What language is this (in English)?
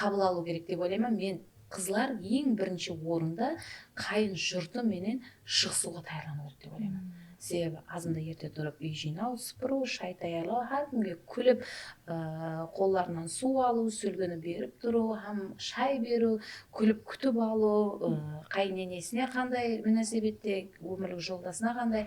Kara-Kalpak